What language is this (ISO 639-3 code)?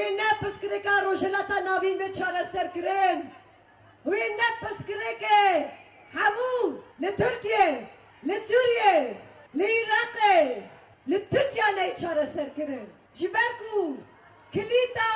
kur